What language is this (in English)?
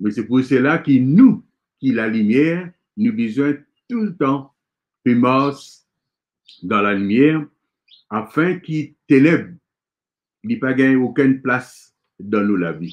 Morisyen